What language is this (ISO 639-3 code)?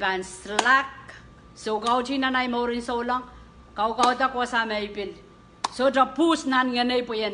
pon